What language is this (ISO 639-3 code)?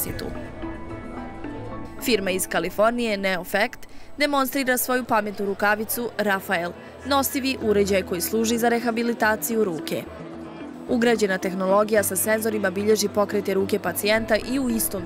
bos